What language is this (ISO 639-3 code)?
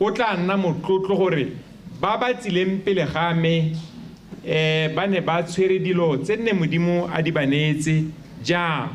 tsn